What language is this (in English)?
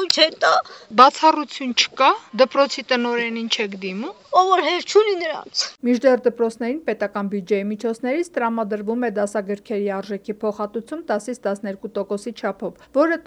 Armenian